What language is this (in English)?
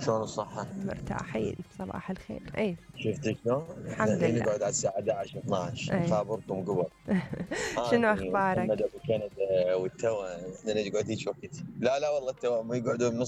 Mesopotamian Arabic